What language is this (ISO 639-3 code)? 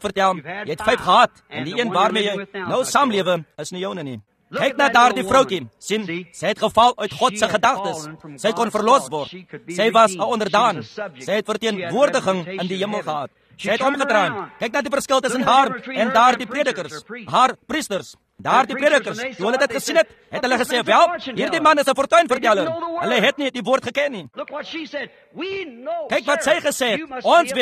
afr